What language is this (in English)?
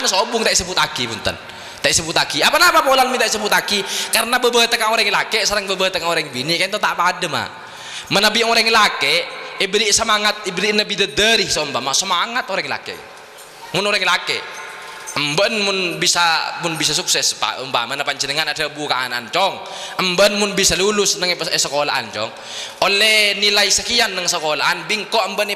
Madurese